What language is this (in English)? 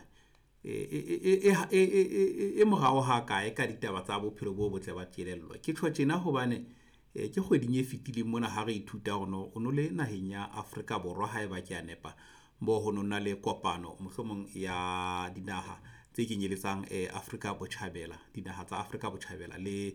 Southern Sotho